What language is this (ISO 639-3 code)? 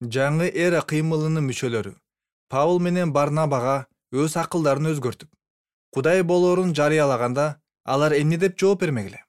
kir